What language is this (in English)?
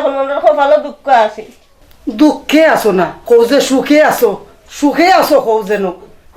Sylheti